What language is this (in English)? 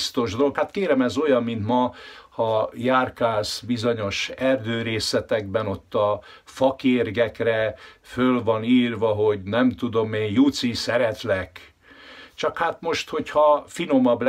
Hungarian